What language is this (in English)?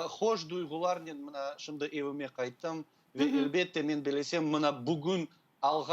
Crimean Tatar